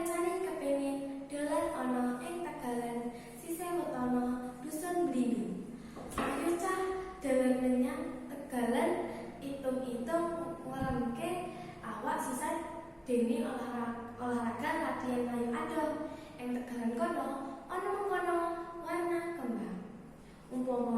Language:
Javanese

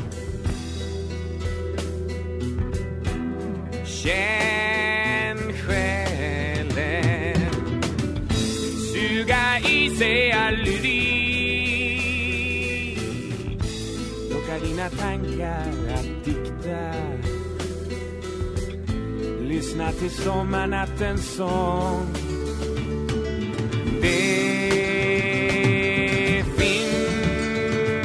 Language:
Swedish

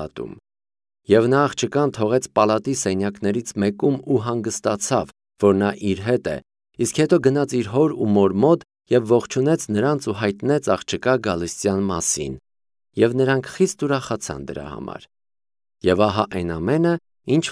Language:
Armenian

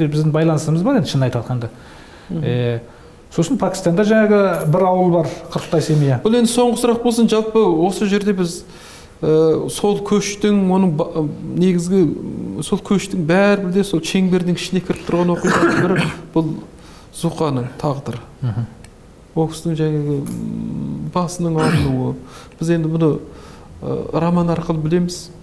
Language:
Kazakh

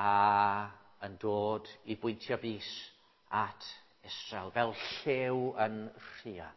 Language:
Welsh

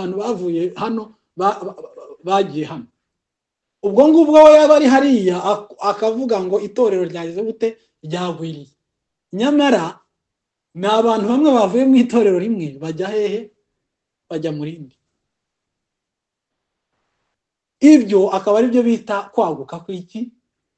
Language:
Kinyarwanda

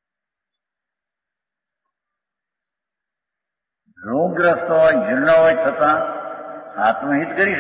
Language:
Gujarati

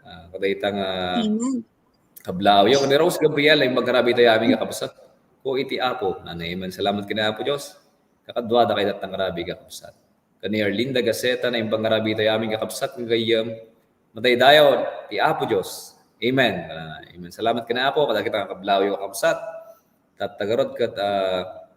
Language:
Iloko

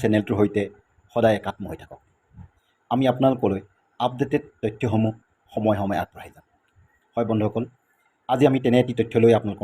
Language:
Assamese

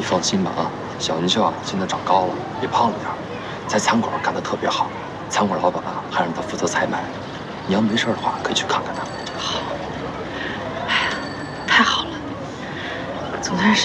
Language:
Chinese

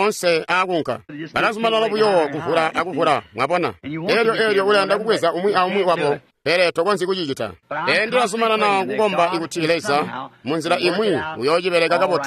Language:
Tonga (Zambia)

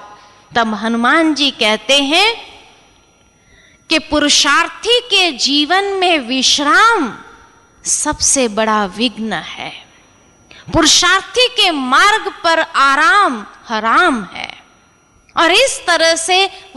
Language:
Hindi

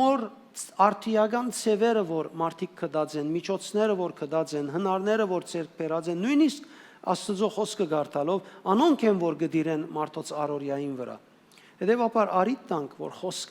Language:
Western Armenian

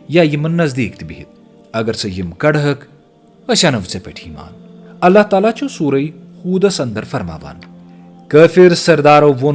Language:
Kashmiri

